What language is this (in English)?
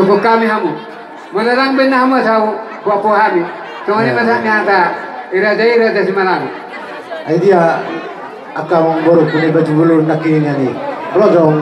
Batak Toba